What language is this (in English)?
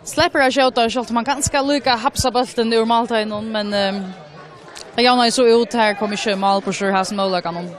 Faroese